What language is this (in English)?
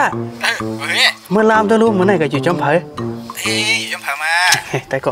Shan